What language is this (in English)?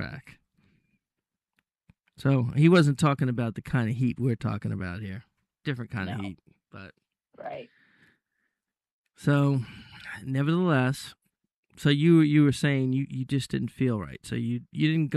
English